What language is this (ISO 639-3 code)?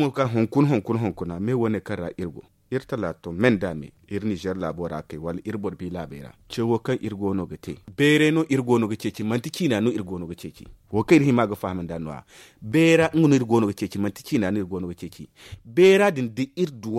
dje